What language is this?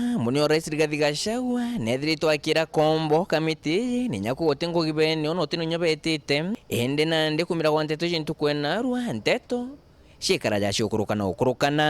Meru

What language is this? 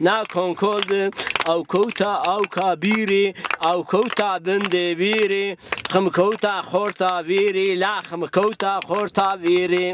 Zaza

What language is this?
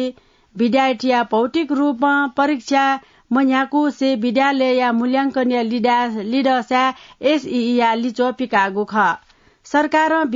Newari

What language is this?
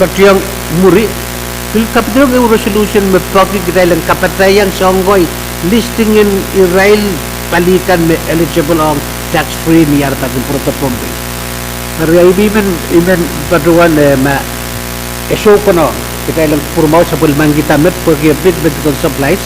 Pohnpeian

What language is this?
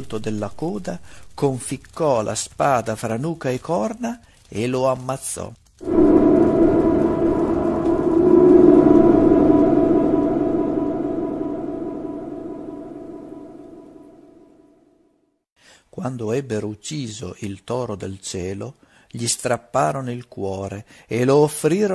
Italian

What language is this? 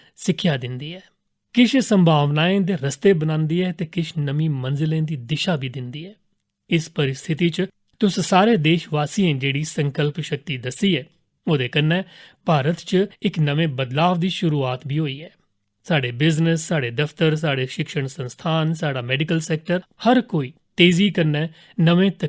Dogri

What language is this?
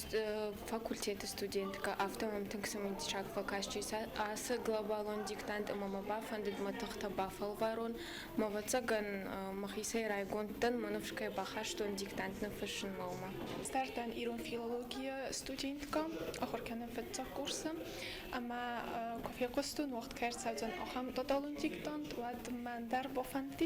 Ossetic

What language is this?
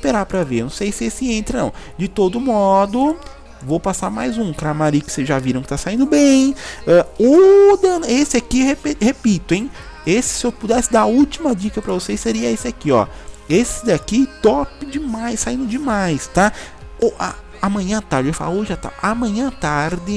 Portuguese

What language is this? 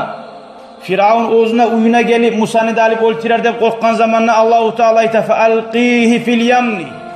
Kumyk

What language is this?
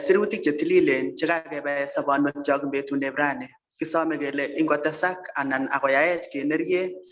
Kalenjin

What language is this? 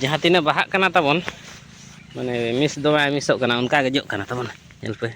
Santali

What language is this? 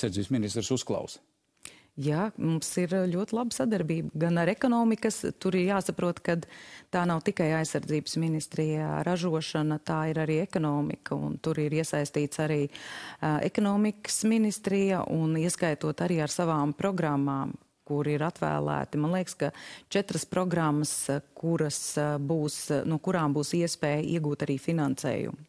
Latvian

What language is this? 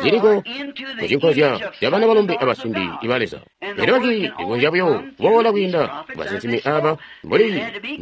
Tonga (Zambia)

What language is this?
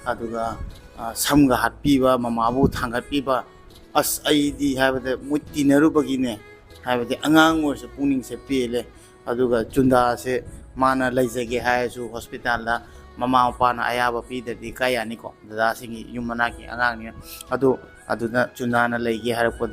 Manipuri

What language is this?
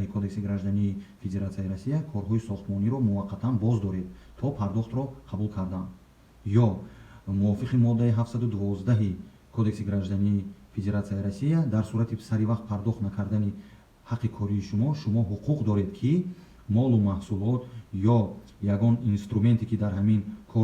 Tajik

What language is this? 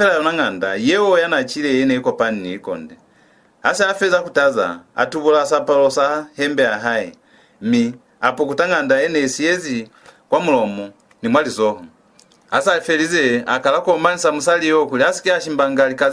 Lozi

